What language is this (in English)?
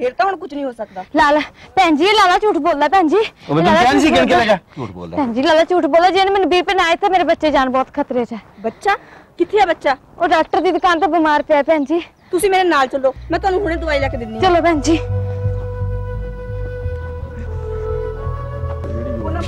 Punjabi